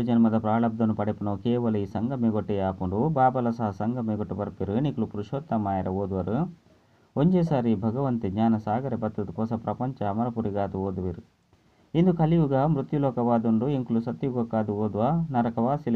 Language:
Tulu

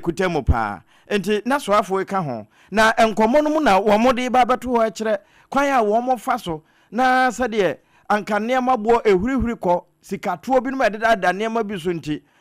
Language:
Akan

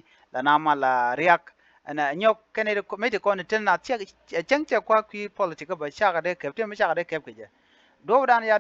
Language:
Nuer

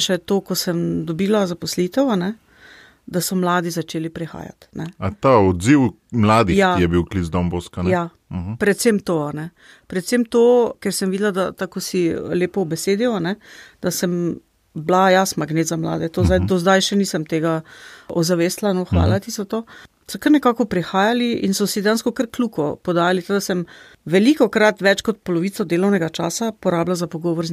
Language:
Slovenian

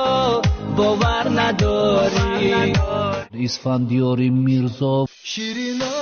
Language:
Tajik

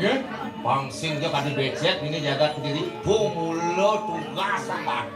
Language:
Balinese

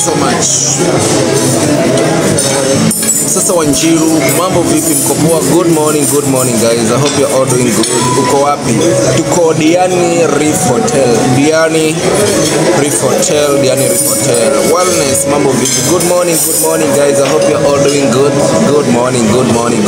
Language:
Swahili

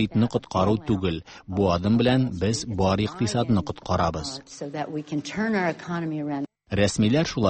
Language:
Tatar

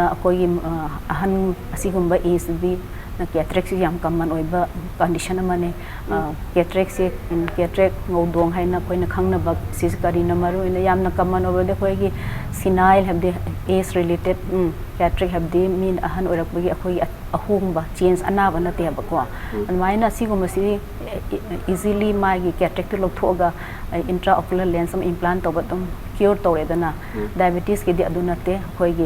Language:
Manipuri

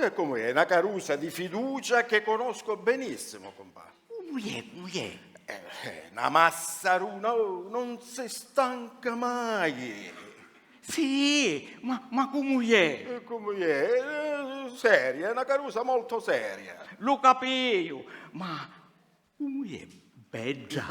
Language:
Sicilian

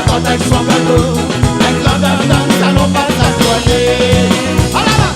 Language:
Réunion Creole French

